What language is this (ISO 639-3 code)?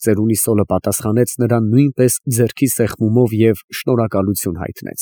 hye